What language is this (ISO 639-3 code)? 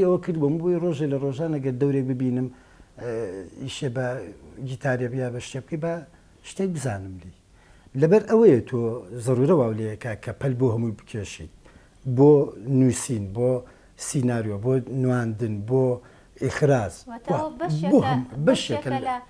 ckb